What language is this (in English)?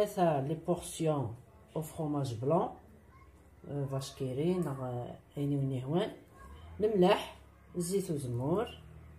Kabyle